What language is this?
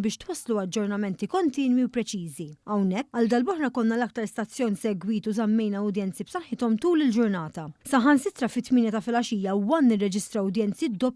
Maltese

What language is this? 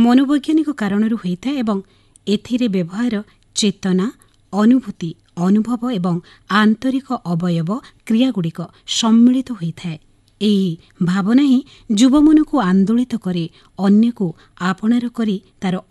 Odia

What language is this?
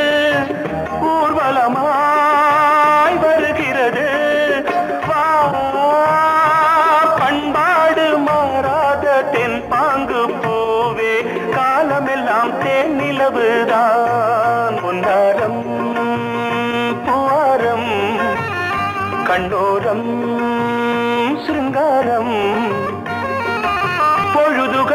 Tamil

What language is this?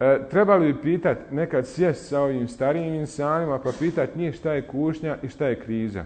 Bosnian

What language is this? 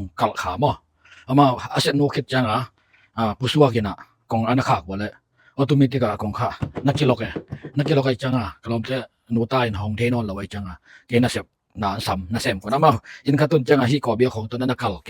Tedim Chin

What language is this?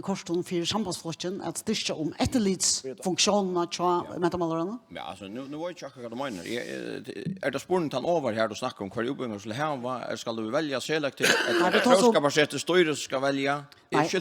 Faroese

